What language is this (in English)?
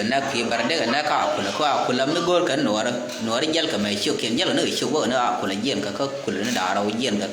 Nuer